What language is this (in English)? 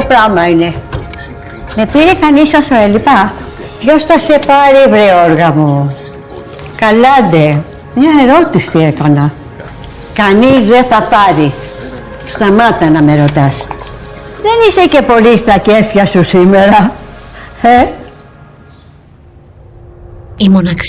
Greek